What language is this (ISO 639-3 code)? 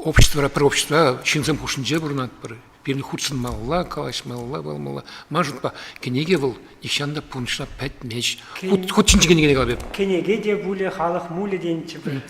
chv